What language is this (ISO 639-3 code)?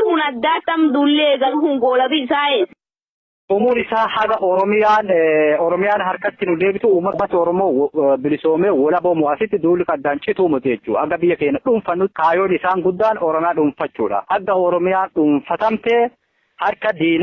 orm